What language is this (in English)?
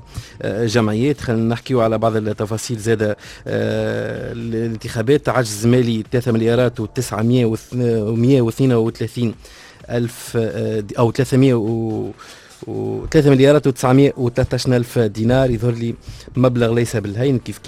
Tunisian Arabic